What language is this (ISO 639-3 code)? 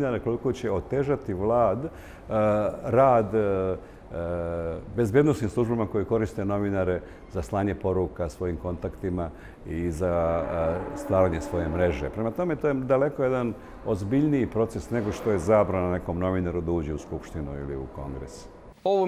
srp